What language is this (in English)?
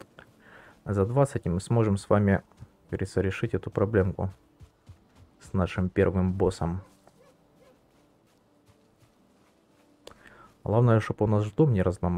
Russian